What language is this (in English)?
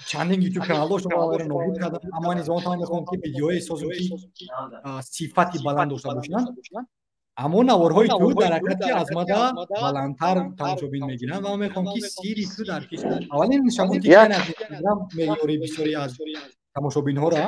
Tajik